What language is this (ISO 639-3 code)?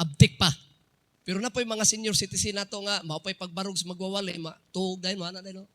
ceb